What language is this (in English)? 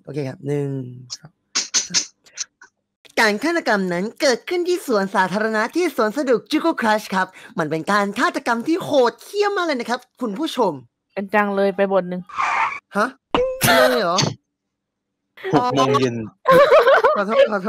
Thai